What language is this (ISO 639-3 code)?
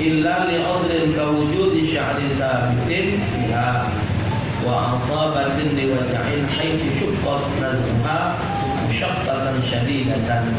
mui